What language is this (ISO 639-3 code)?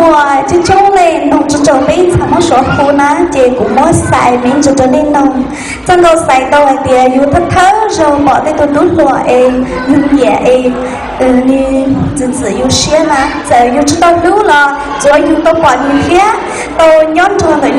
hmn